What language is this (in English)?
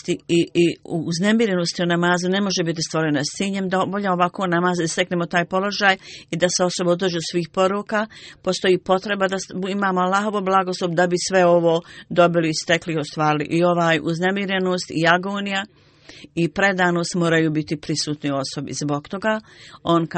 Bosnian